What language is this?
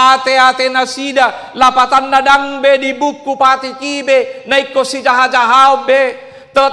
Batak Toba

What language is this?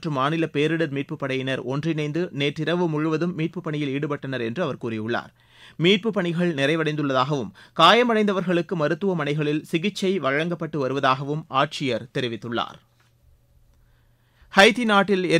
Tamil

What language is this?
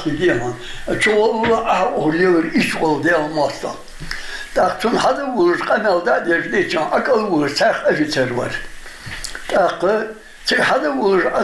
Ingush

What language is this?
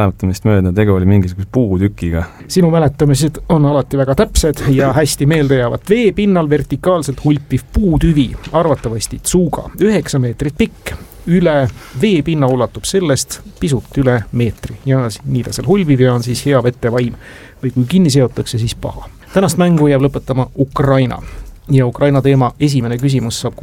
Estonian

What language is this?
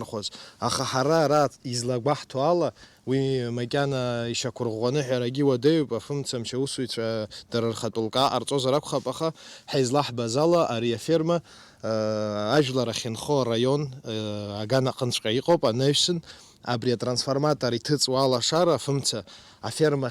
Abkhazian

